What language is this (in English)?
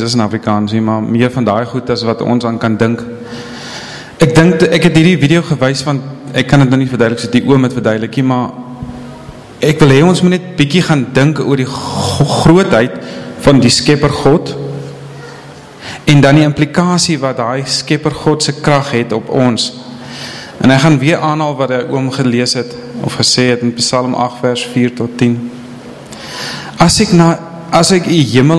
Afrikaans